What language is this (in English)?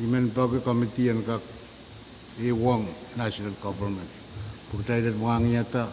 Pohnpeian